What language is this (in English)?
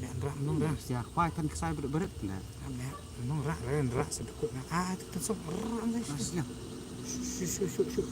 Khasi